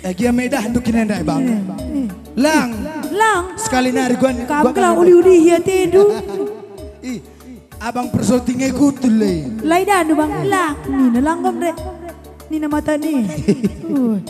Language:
Batak Karo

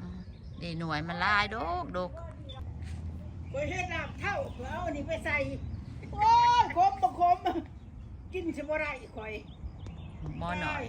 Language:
Lao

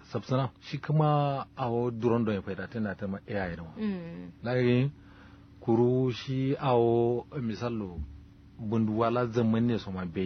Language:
Kanuri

